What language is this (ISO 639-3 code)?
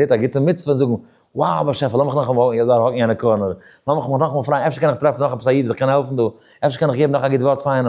yid